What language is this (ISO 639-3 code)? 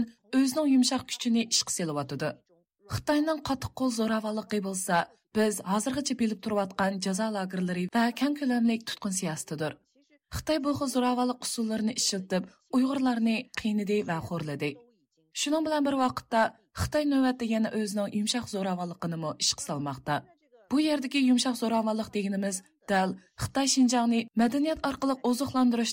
uig